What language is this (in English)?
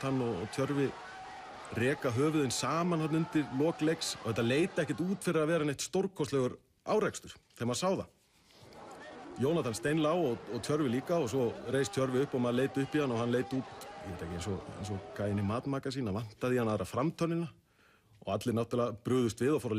Icelandic